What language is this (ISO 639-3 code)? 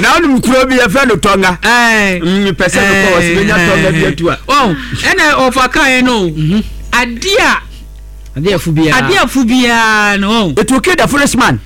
aka